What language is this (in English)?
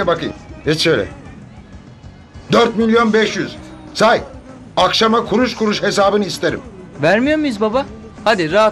Turkish